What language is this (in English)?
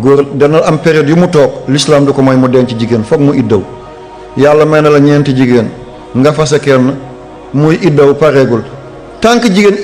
Wolof